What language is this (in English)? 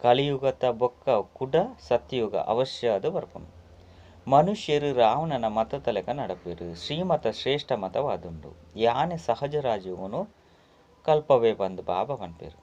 Tulu